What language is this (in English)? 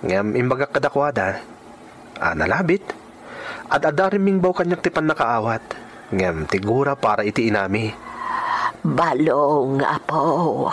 Iloko